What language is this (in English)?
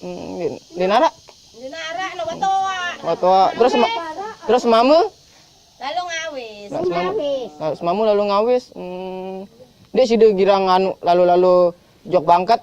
Sasak